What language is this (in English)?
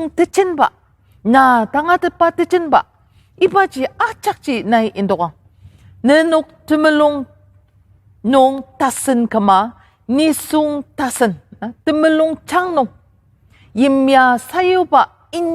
Ao Naga